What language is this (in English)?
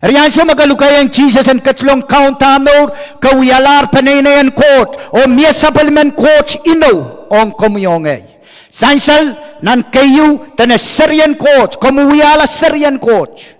Pohnpeian